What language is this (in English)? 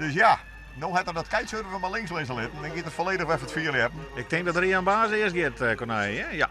Western Frisian